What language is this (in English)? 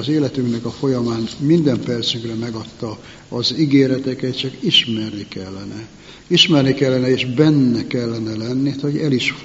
Hungarian